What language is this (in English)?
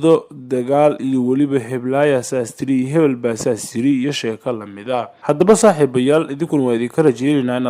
Somali